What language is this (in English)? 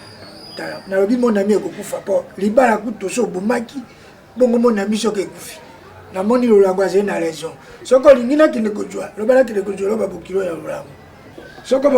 Lingala